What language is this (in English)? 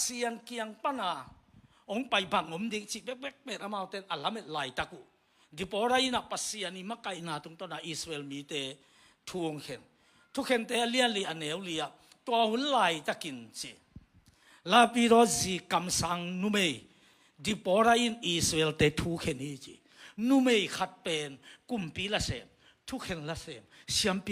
Tedim Chin